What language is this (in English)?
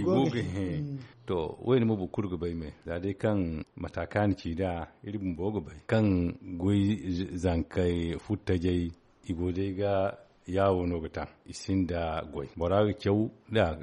Zarma